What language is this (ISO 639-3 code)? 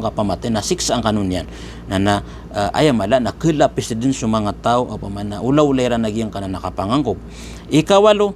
mrw